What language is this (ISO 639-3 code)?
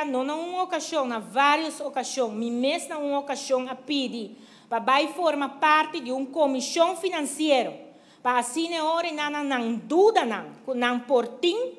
pap